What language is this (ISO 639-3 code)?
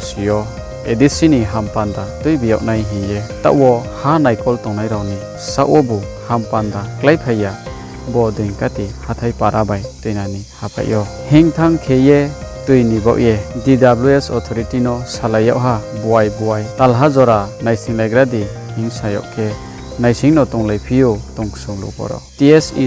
ria